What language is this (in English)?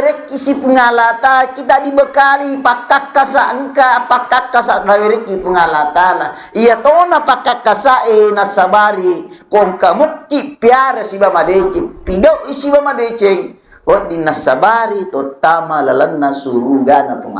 Buginese